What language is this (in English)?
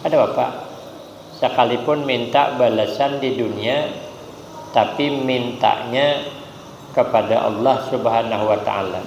Banjar